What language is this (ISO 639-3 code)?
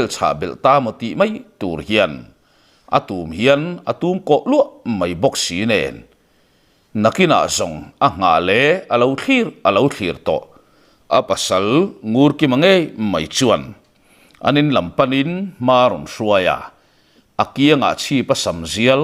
lus